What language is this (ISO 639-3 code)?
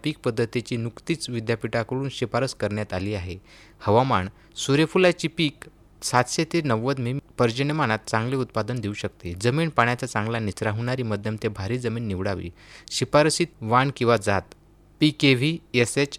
mar